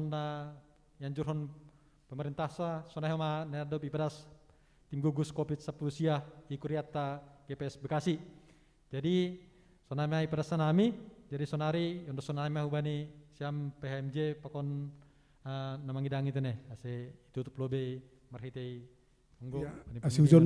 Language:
Batak Simalungun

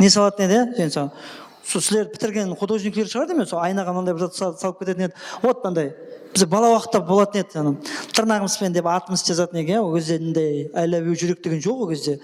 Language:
Kara-Kalpak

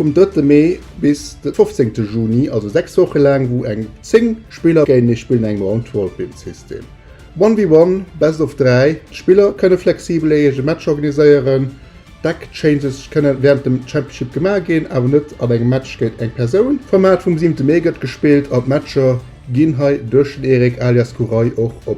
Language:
Luxembourgish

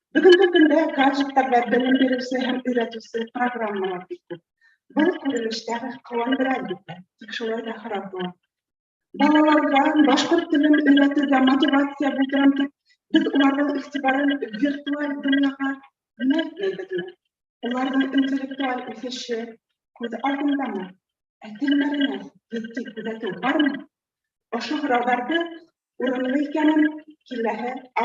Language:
Bashkir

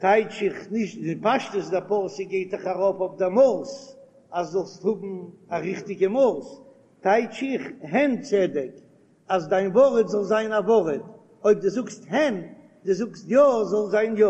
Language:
Yiddish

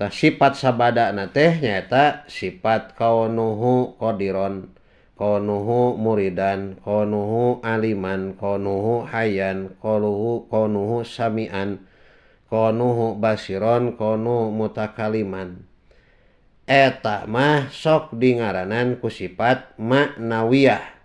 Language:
Sundanese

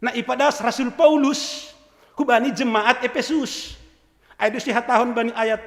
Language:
Batak Simalungun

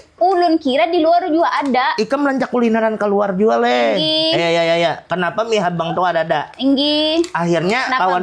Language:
Banjar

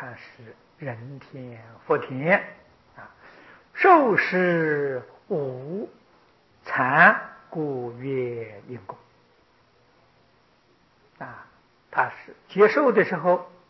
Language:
Chinese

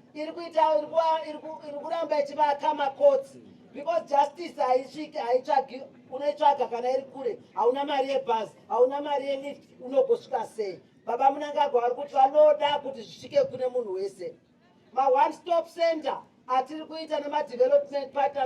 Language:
Shona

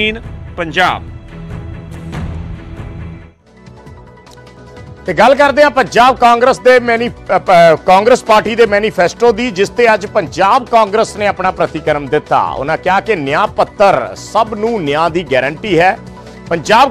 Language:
Punjabi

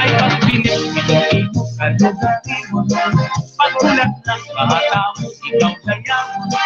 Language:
Waray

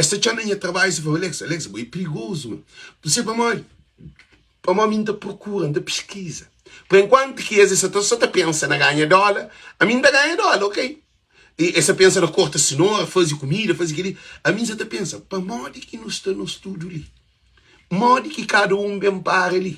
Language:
Kabuverdianu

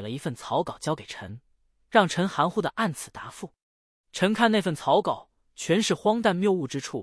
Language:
Chinese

